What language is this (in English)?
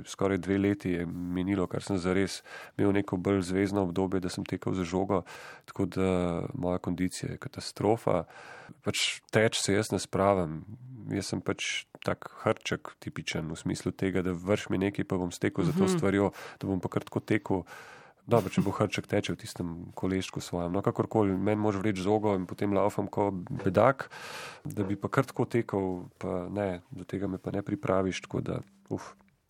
Slovenian